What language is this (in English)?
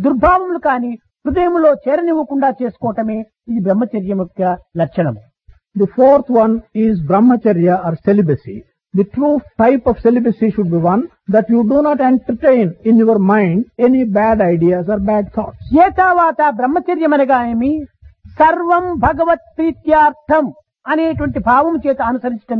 Telugu